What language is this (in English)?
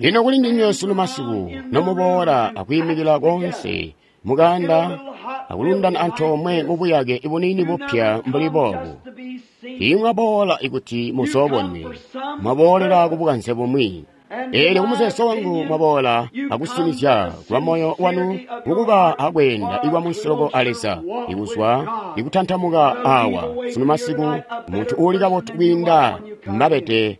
Tonga (Zambia)